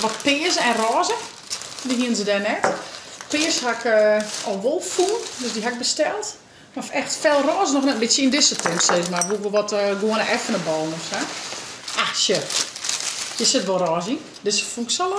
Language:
Western Frisian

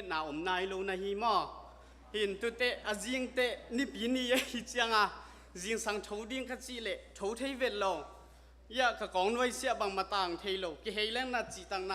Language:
Tedim Chin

